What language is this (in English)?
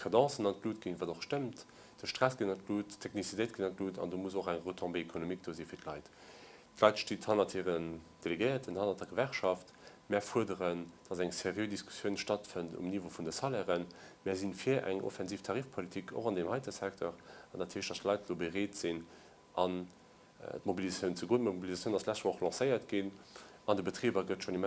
Luxembourgish